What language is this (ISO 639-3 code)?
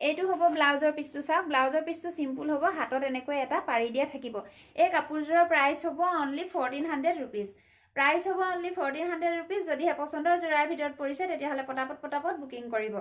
asm